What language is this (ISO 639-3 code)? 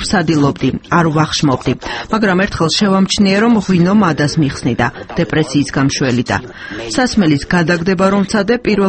kat